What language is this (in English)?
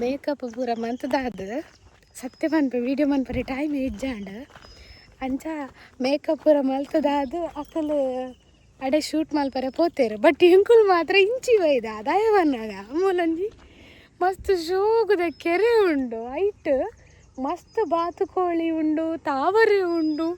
Tulu